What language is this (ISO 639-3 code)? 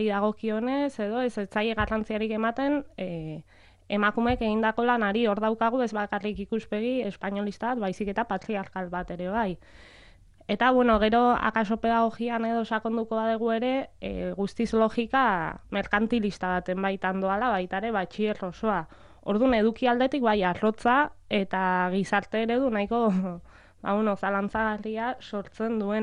eus